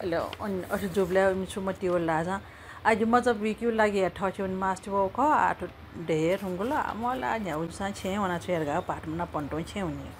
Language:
Newari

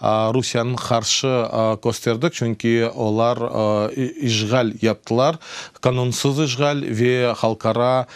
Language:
Crimean Tatar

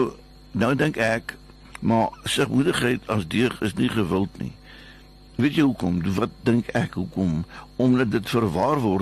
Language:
Afrikaans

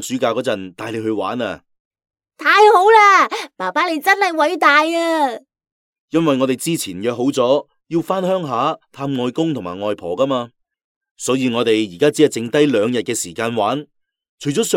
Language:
Cantonese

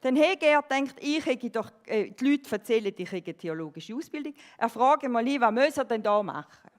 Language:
Swiss German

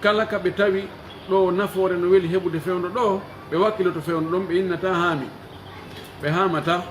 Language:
Pular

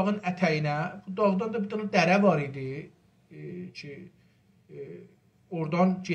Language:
South Azerbaijani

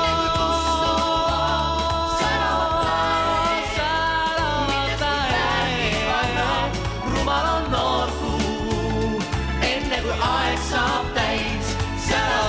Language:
Estonian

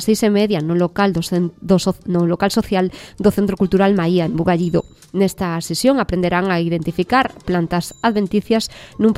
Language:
Galician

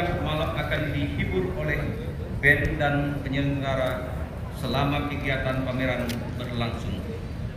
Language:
Indonesian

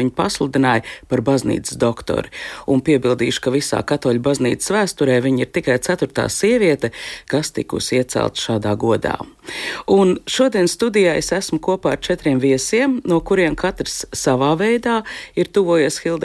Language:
Latvian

